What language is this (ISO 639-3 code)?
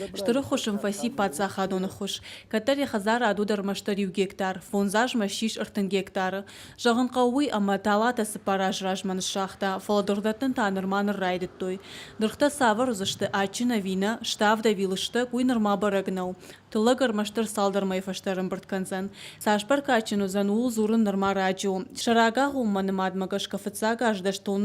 oss